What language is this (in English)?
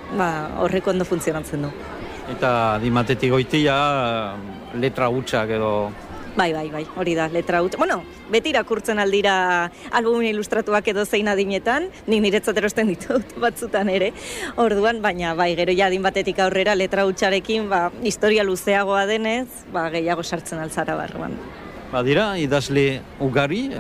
Basque